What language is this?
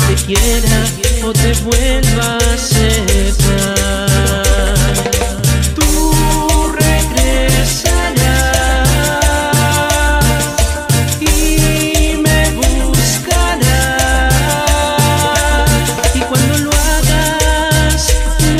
Spanish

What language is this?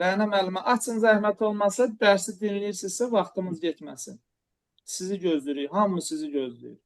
Azerbaijani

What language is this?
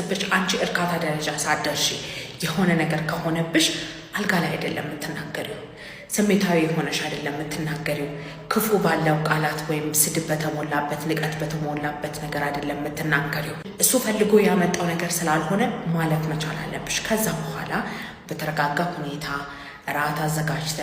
Amharic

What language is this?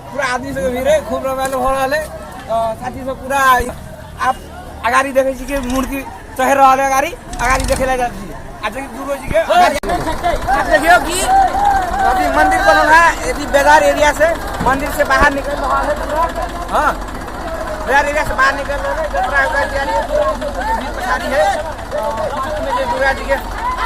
Maithili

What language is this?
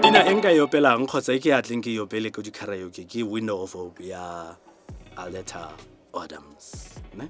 Tswana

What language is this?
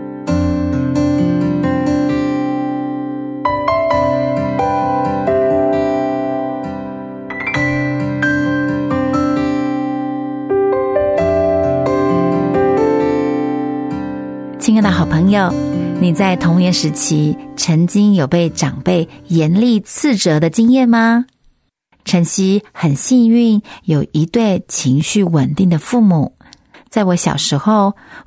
Chinese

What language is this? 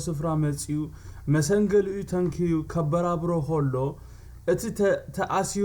Tigrinya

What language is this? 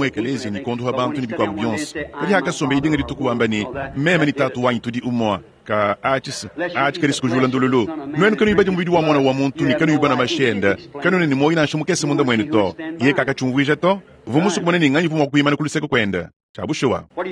Luba-Lulua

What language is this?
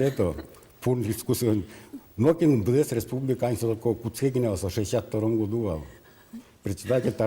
Udmurt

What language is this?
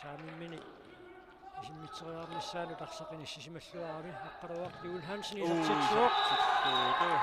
Kalaallisut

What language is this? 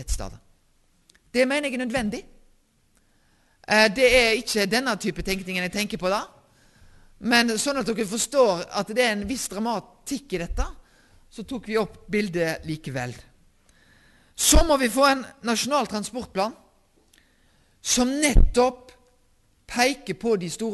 Norwegian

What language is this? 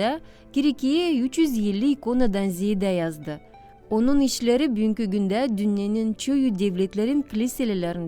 Gagauz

